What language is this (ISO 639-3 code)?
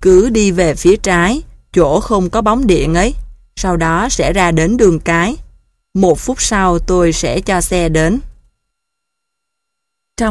vie